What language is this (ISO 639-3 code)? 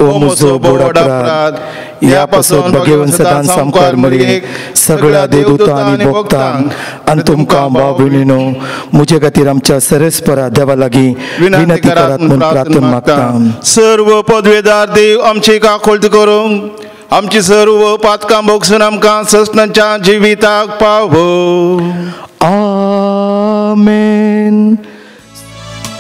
kok